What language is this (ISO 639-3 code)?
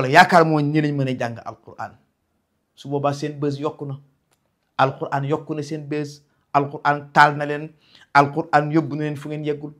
wol